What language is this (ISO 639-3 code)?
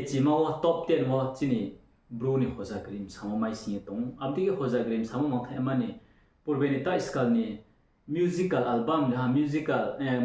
ria